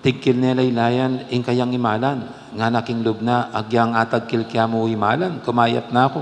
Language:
Pampanga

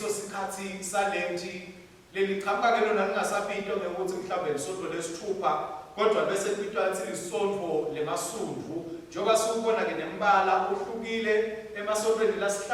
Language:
Swati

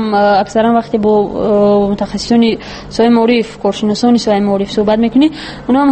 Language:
Tajik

